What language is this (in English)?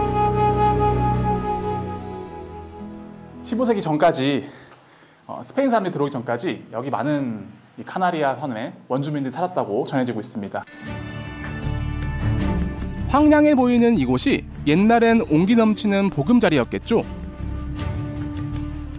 Korean